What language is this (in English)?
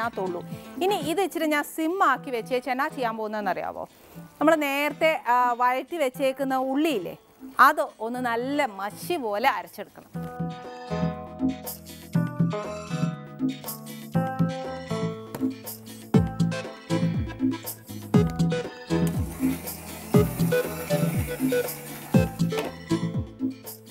Malayalam